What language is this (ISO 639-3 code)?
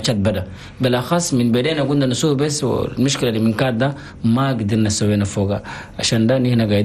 shu